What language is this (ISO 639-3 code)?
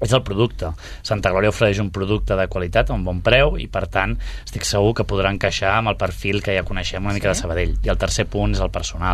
cat